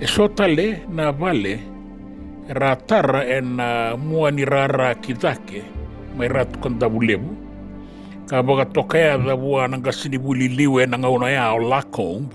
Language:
Fijian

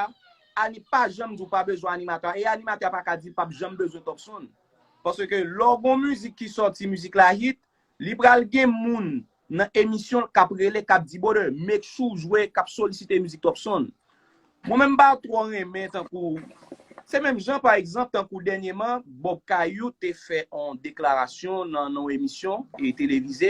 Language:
Haitian Creole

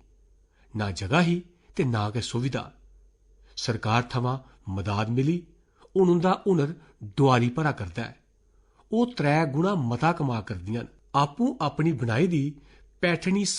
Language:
Dogri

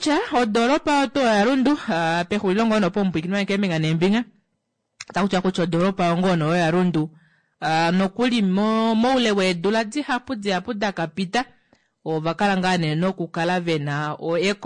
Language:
Kuanyama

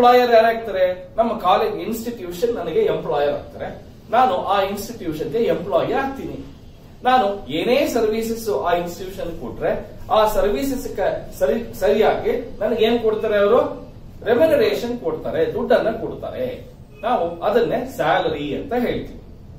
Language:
Kannada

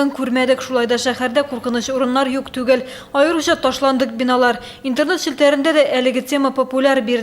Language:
Tatar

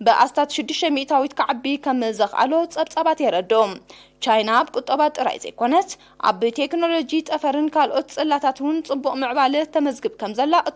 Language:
Tigrinya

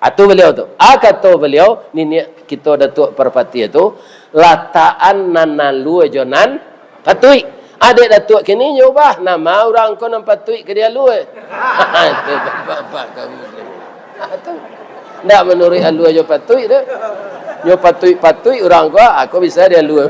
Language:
Minangkabau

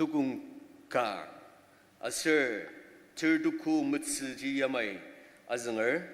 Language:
Ao Naga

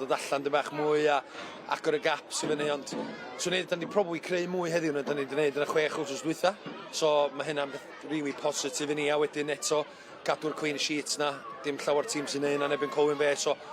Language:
Welsh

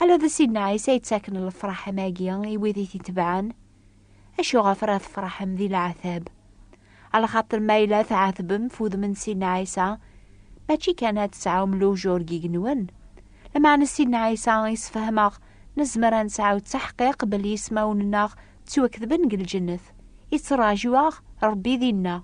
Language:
Kabyle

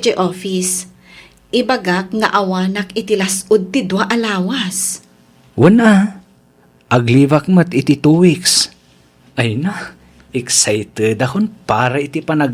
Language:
Iloko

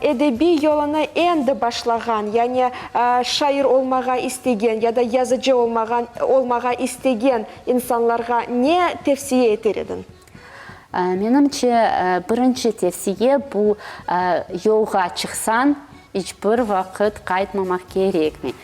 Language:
Crimean Tatar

